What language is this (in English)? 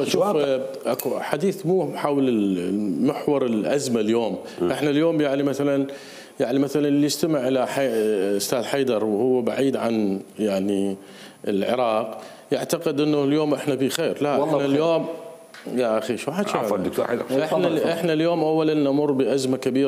Mesopotamian Arabic